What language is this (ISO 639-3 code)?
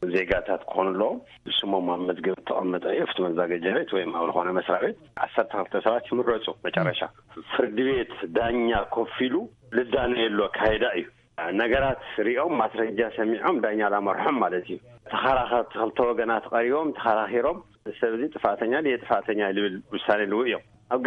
tir